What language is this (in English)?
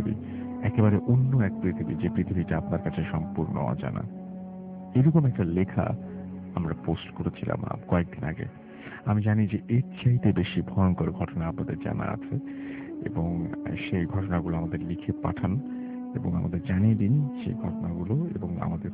Bangla